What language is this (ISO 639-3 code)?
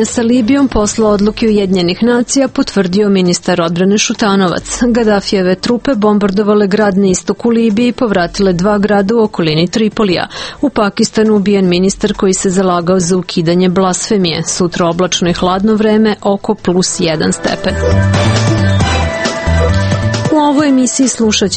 srp